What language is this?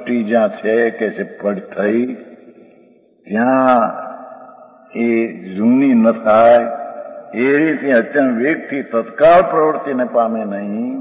Gujarati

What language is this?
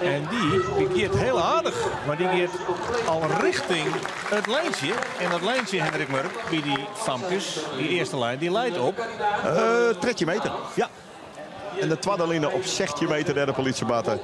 Western Frisian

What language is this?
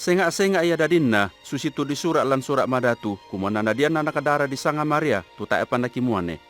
Toraja-Sa'dan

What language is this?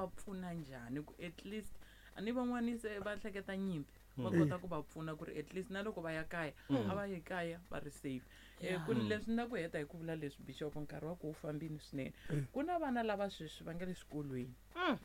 Tsonga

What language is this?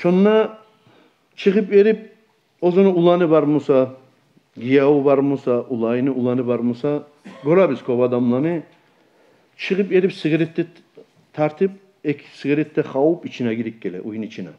Kumyk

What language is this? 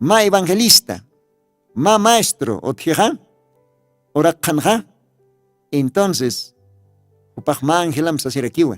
Aymara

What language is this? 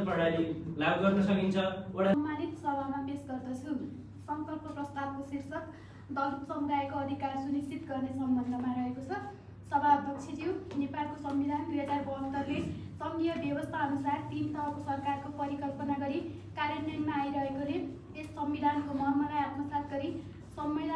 Nepali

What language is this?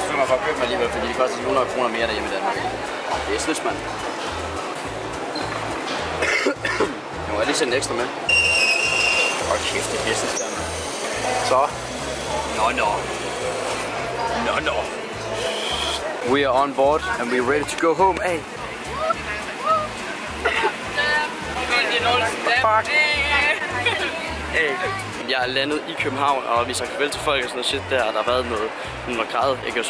Danish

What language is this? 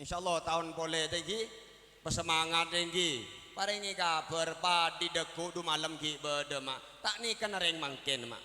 Madurese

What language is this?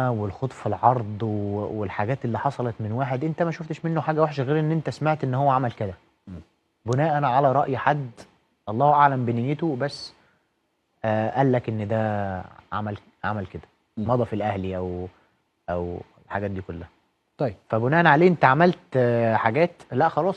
Egyptian Arabic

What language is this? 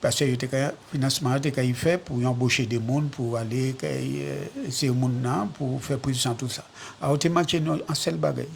Guadeloupean Creole French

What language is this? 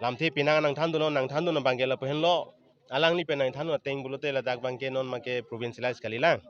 Karbi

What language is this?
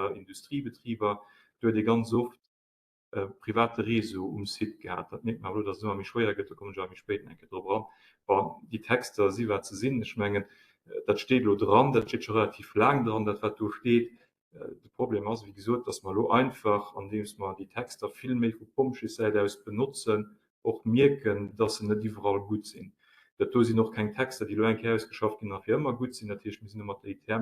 Luxembourgish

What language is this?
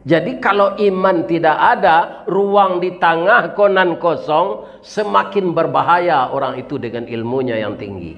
Minangkabau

